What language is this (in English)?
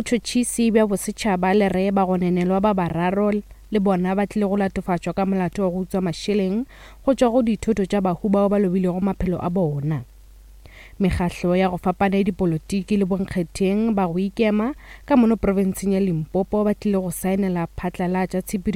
Northern Sotho